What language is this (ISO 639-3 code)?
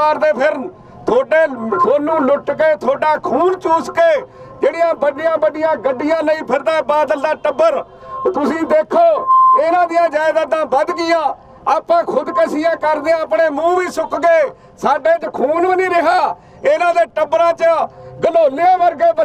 pan